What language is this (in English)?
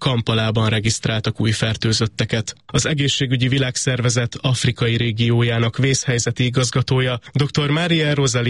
Hungarian